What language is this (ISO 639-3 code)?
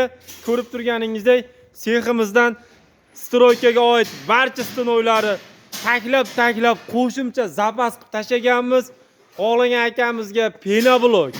uzb